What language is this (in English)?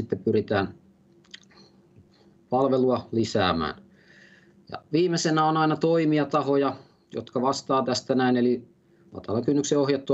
Finnish